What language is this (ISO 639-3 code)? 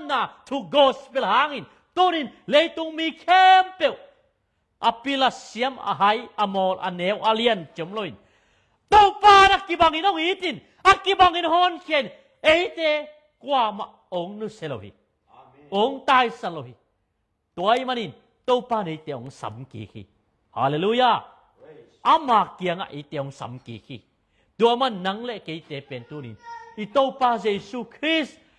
ctd